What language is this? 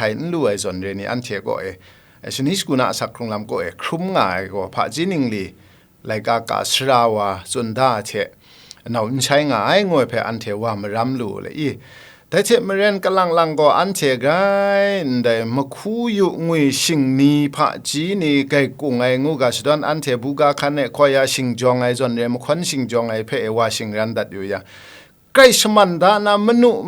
Kachin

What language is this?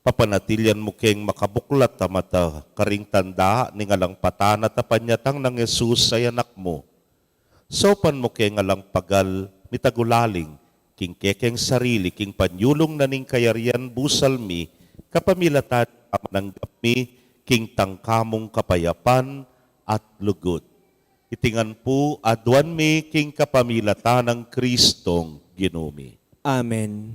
Pampanga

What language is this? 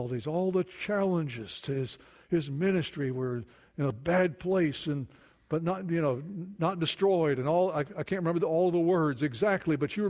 English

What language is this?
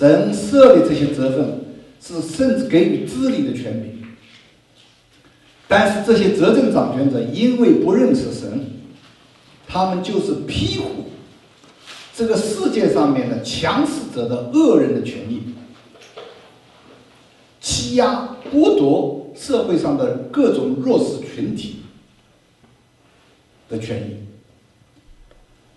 Chinese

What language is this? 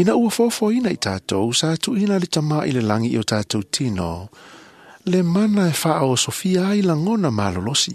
Samoan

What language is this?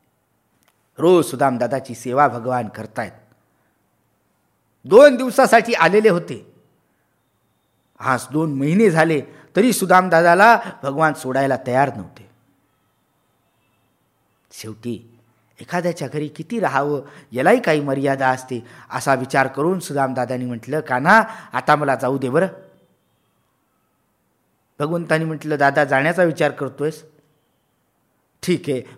Marathi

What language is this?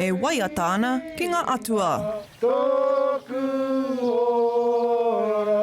Māori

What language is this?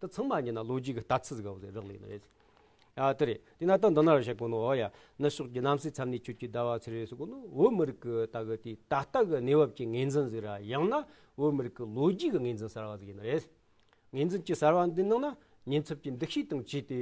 Tibetan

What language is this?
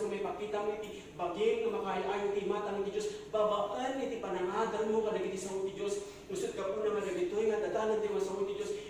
Iloko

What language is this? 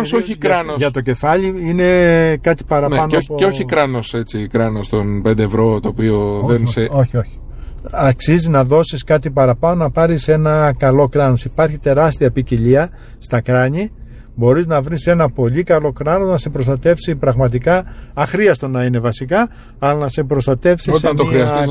Greek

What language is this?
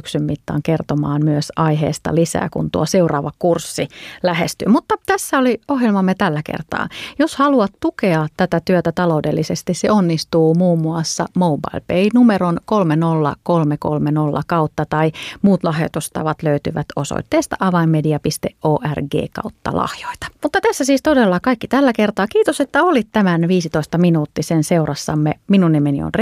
Finnish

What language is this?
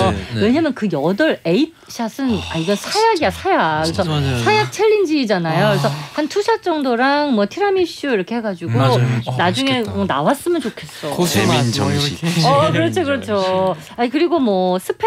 Korean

